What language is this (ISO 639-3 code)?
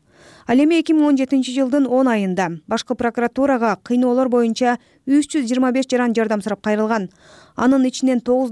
kir